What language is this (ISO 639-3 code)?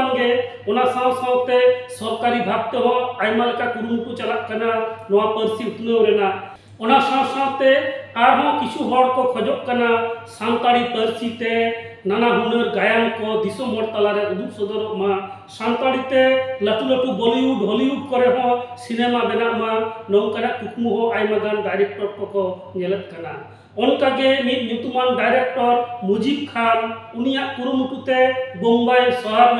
sat